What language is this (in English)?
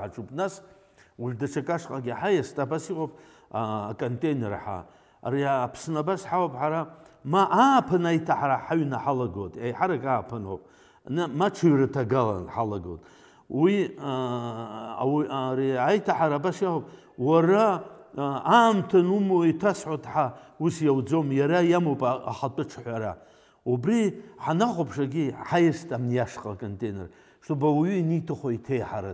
Abkhazian